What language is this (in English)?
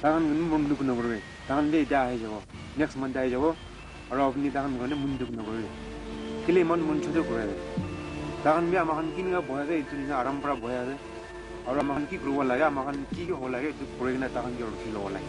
Naga Pidgin